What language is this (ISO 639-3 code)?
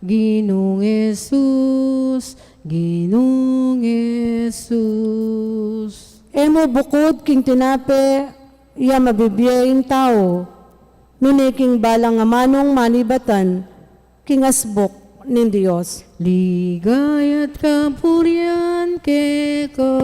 pam